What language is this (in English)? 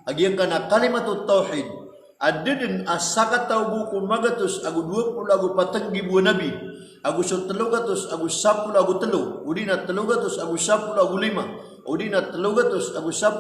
Maranao